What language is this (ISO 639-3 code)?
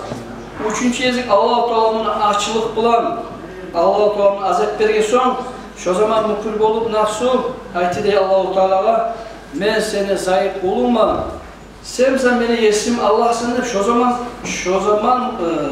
kum